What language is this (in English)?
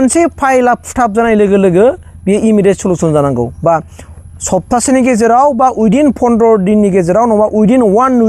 Bodo